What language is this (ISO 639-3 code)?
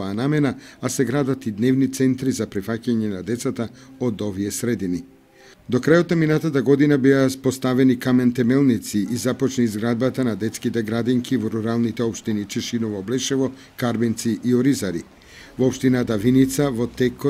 mkd